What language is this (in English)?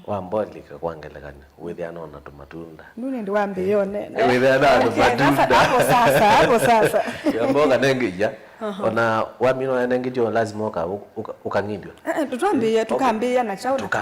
Kamba